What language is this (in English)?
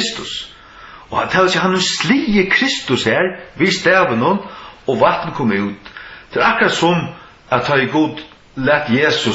Faroese